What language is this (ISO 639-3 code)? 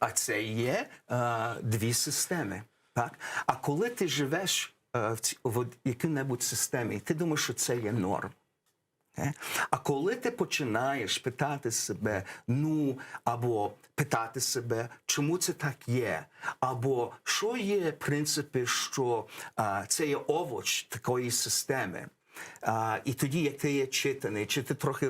crh